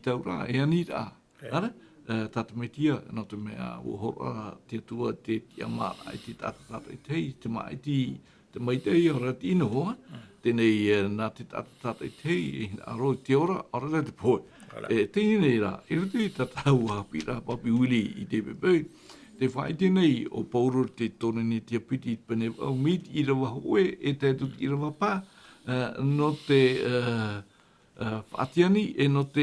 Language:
Tahitian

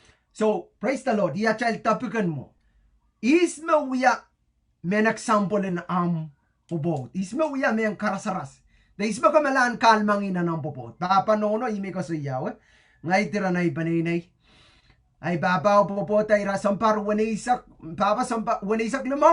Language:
Pohnpeian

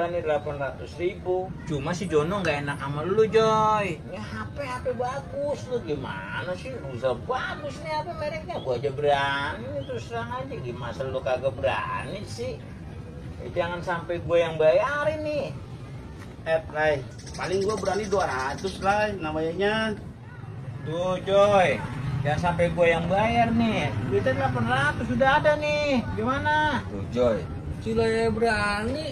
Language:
Betawi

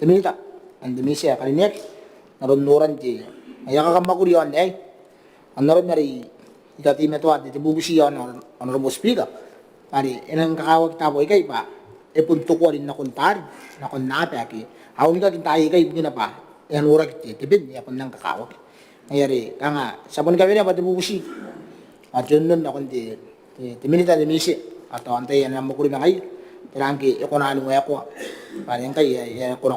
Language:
Gilbertese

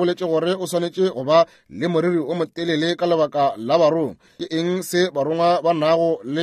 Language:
Northern Sotho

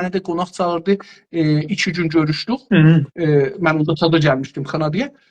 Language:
South Azerbaijani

